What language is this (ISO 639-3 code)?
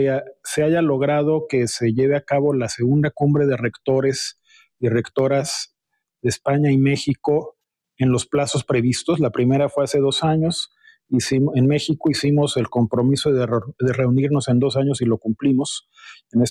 spa